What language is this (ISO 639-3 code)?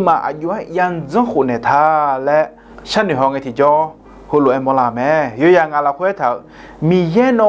ahk